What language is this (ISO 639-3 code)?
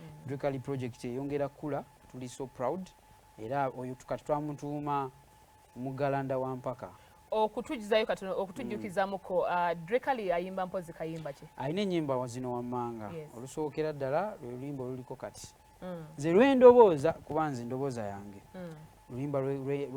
lug